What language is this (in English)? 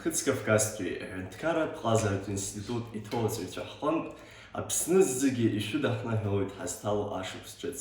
Abkhazian